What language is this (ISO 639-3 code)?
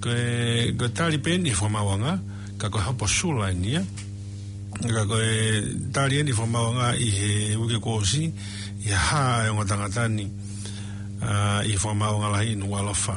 ton